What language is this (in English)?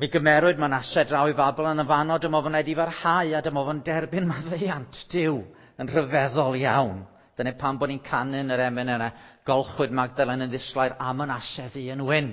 Welsh